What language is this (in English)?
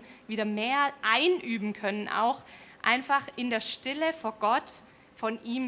Swiss German